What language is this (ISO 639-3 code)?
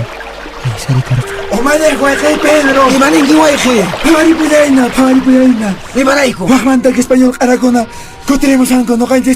que